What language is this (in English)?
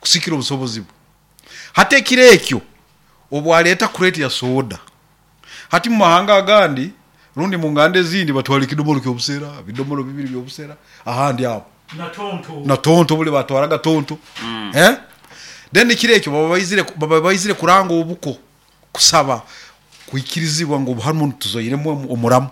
Nyoro